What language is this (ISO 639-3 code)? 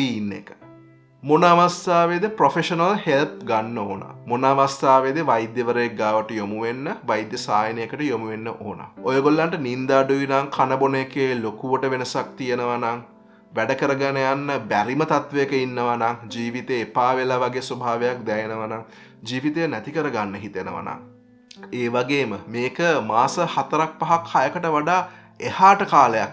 sin